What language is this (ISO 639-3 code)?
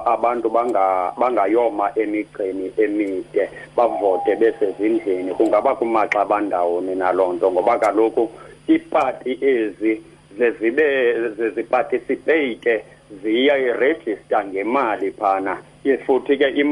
xho